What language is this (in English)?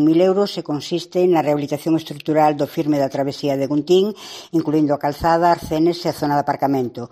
Galician